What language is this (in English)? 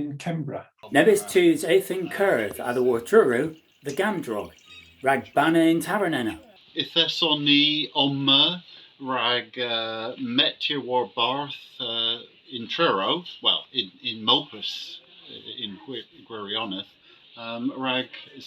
Cornish